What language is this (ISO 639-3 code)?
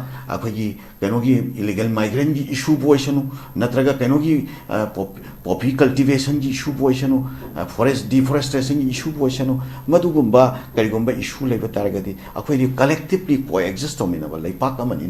mni